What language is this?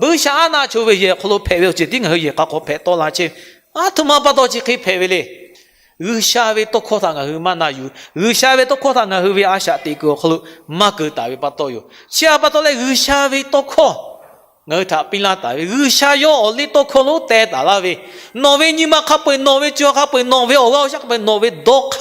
Lahu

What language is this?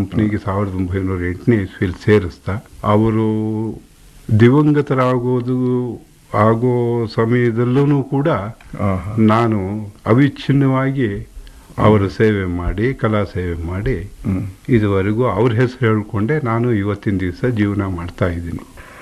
Kannada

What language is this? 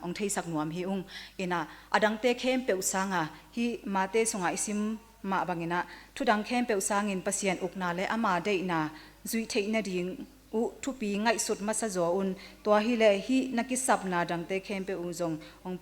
Tedim Chin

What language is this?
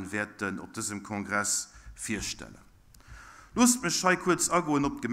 Luxembourgish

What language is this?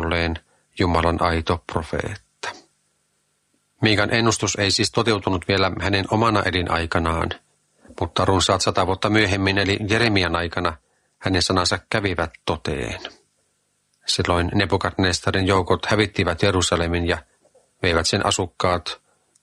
Finnish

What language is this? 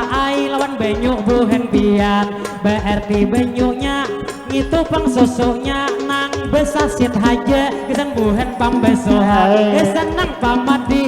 Banjar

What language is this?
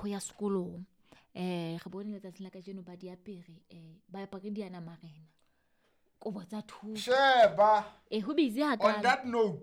Southern Sotho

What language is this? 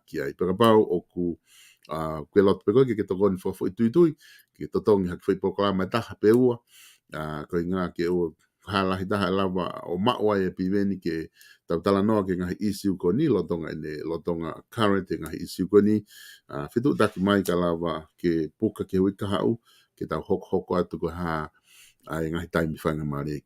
Tongan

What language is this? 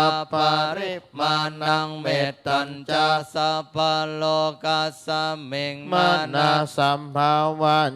Pali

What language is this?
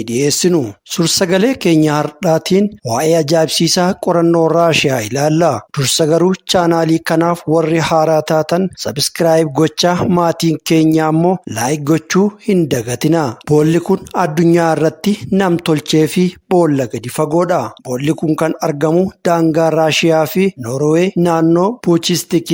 Oromo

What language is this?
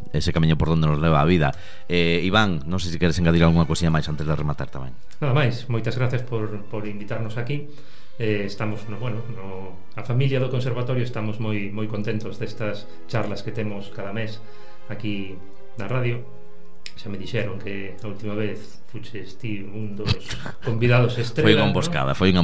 Galician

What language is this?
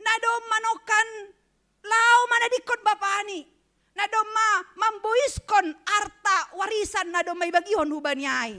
Batak Simalungun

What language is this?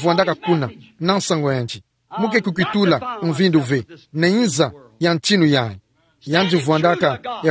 Kituba (Democratic Republic of Congo)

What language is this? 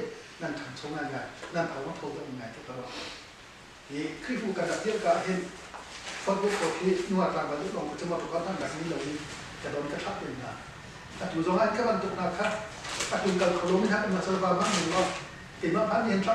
Hakha Chin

